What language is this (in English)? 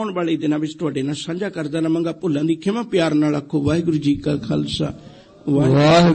Punjabi